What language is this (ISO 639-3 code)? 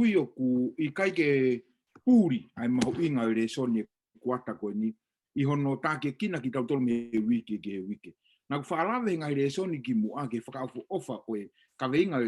ton